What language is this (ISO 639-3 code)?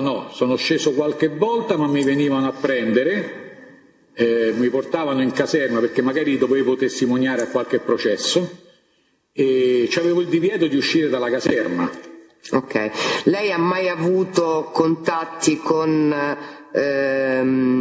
ita